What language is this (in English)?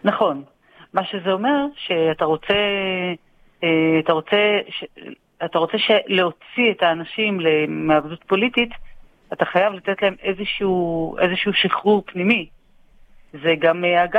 Hebrew